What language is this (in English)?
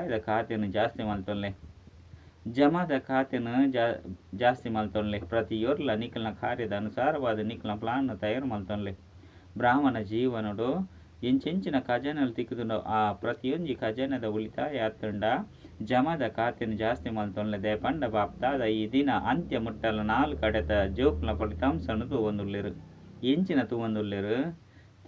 Tulu